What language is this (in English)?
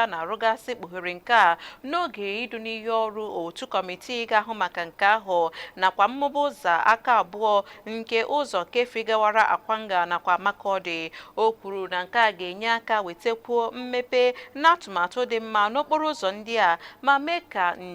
Igbo